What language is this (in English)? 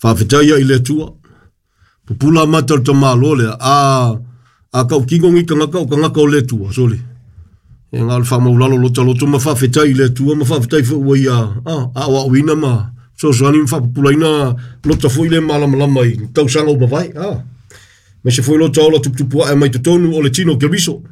Samoan